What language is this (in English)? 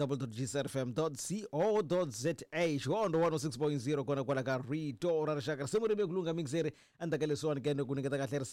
Tsonga